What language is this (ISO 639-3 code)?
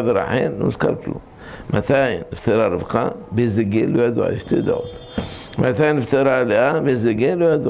heb